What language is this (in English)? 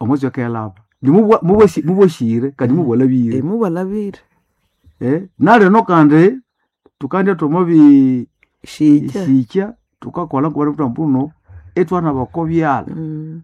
Nande